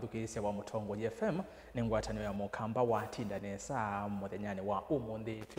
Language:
Kamba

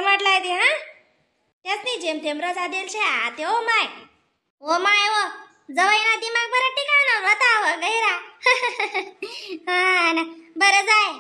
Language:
Khandesi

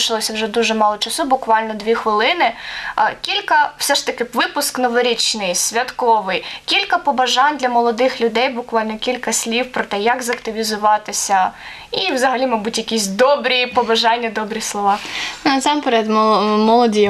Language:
Ukrainian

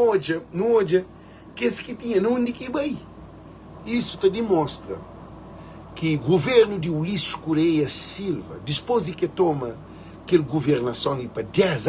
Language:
Kabuverdianu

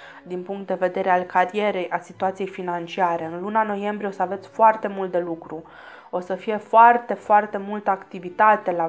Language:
Romanian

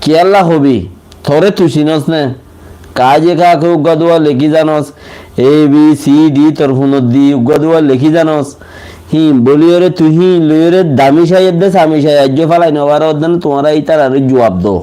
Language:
Rohingya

